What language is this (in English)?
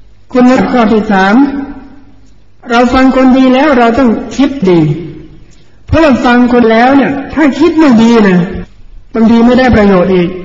Thai